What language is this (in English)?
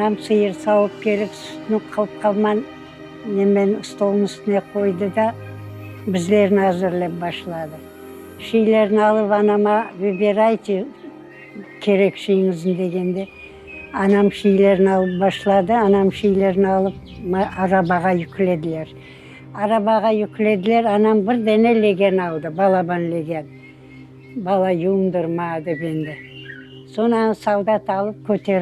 Crimean Tatar